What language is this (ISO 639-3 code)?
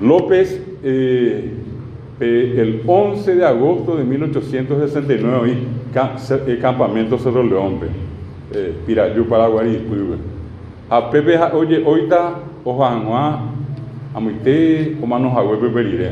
grn